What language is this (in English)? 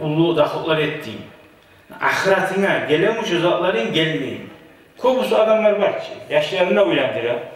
Kumyk